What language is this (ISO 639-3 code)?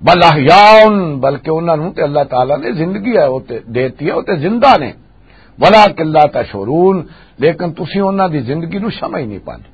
lah